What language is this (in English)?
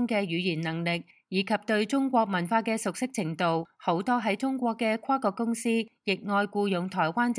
Cantonese